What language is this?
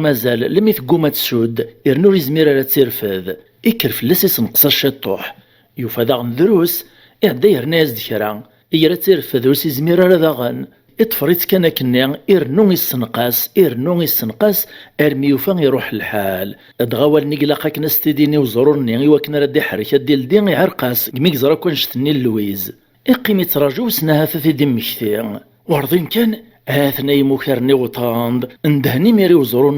Kabyle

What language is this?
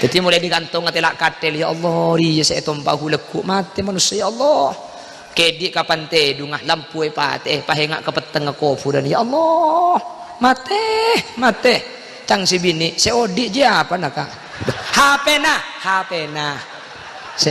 Madurese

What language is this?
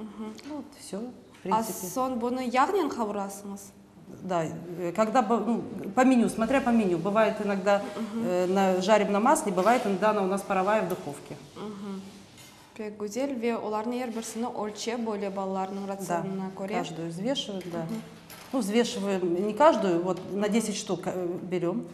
Crimean Tatar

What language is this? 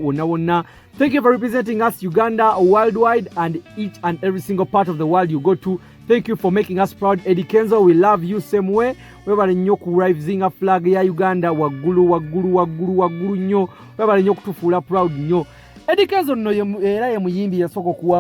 Ganda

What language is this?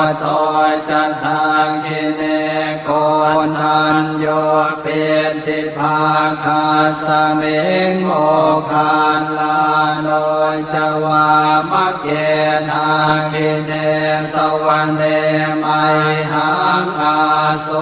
Pali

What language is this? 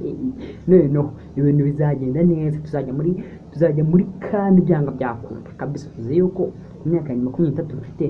Kinyarwanda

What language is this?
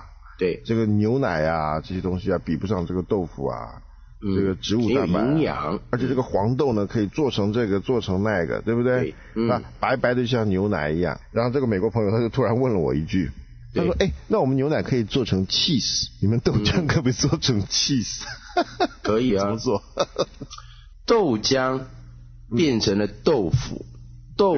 Chinese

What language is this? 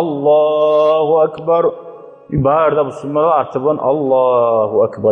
Kumyk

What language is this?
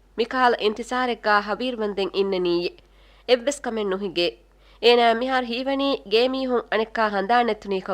Divehi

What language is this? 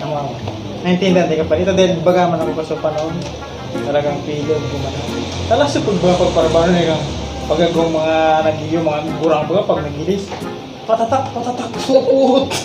Bikol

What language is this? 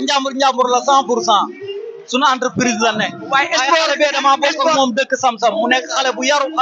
Wolof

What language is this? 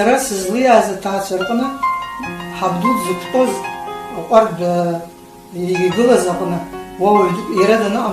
Abkhazian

